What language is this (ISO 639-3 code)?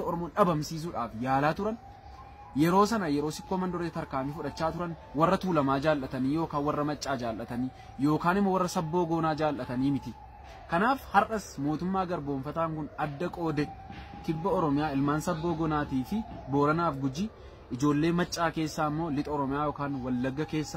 orm